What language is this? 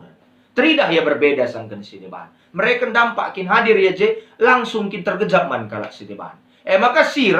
Batak Karo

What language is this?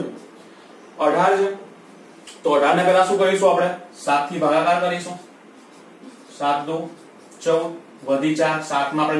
Gujarati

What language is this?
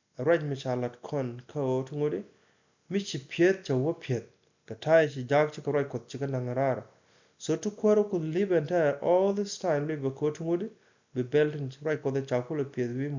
Nuer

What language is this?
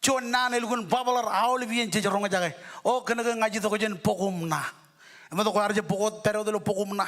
Marshallese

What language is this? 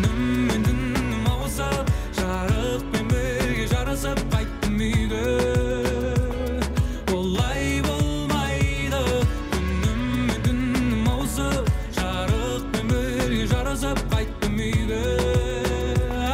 Kazakh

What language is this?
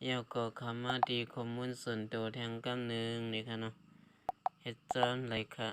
Shan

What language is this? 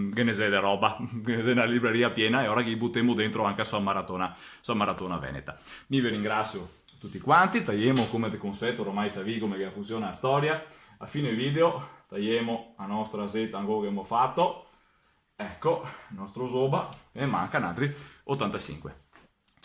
Venetian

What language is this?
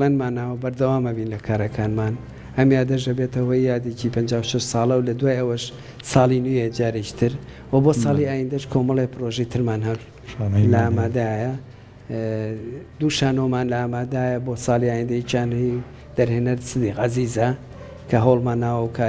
Central Kurdish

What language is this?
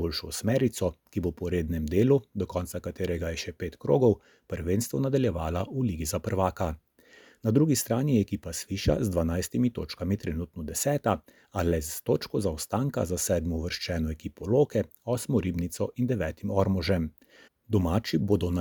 Slovenian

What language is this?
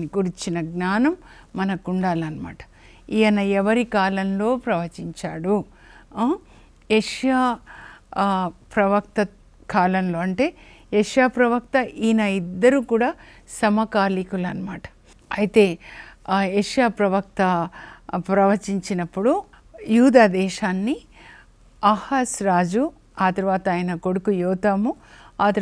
Telugu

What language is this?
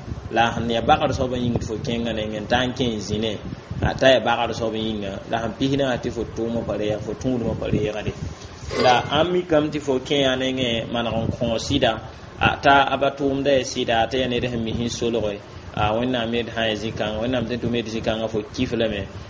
Mossi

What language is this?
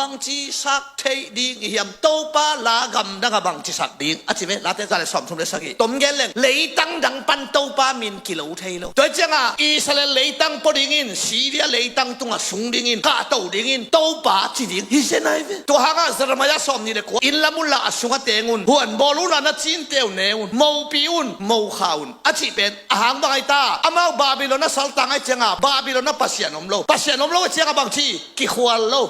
Tedim Chin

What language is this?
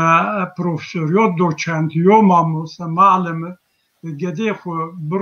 Zaza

